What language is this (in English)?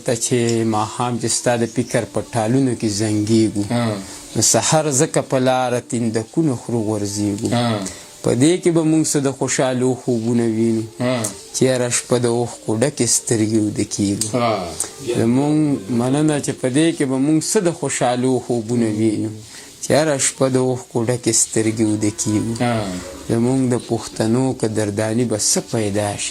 Pashto